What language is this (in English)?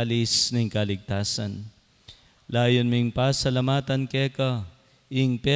Pampanga